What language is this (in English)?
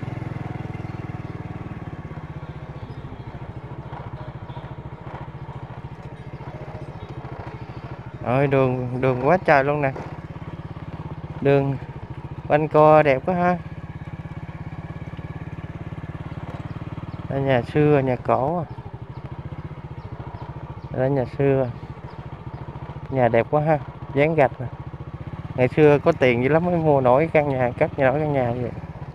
Vietnamese